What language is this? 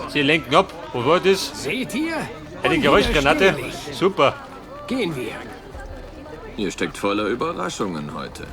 Bavarian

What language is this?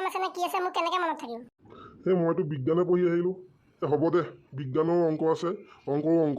Assamese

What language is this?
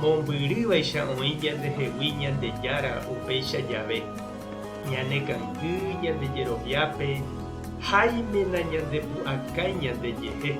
Guarani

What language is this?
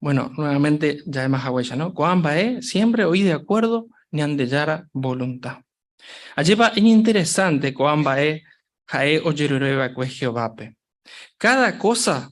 Guarani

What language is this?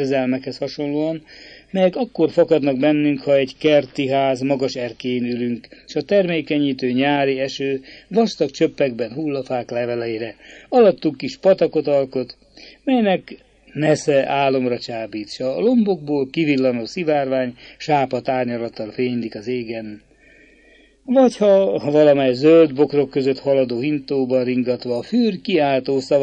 Hungarian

